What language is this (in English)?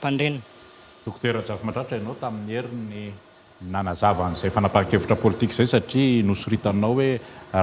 Malagasy